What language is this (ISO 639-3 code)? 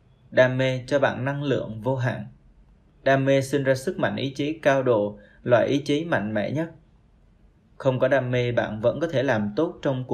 vie